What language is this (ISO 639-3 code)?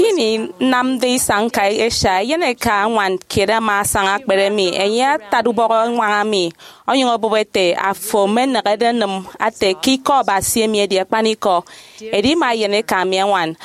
efi